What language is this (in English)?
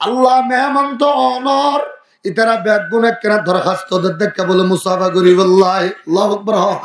Rohingya